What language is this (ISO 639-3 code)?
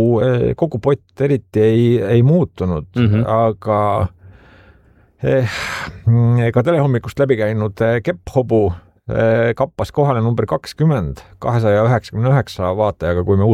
est